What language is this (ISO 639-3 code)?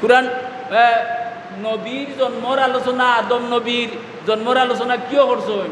syl